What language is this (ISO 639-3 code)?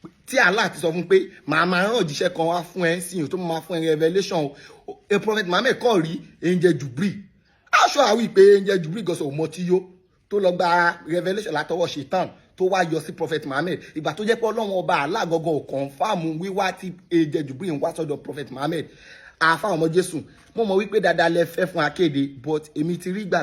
yor